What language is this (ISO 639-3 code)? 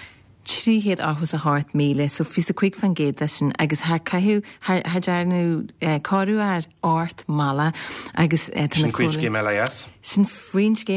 gle